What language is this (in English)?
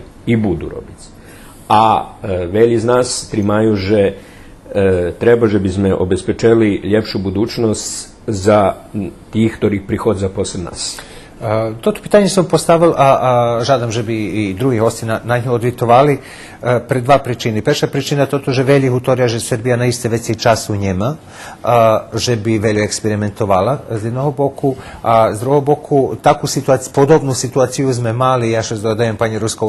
Rusyn